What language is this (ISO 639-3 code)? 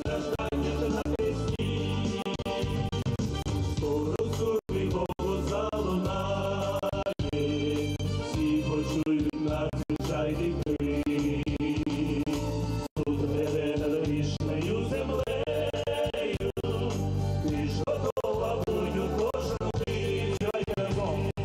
ukr